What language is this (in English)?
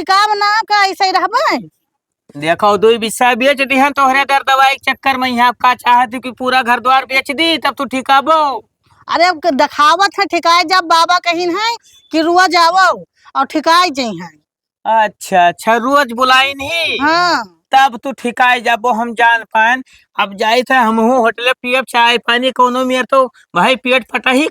Awadhi